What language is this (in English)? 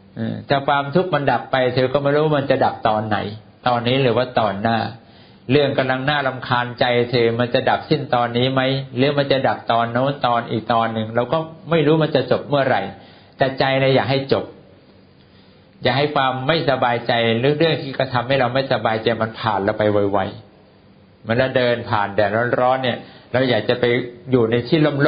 Thai